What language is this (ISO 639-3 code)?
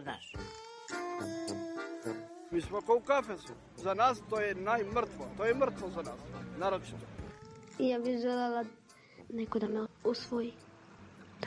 srp